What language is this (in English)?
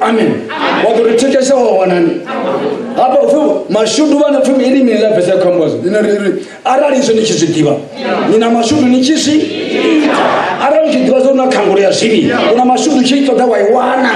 Venda